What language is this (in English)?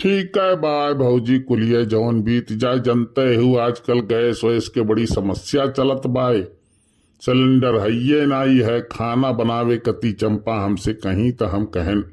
Awadhi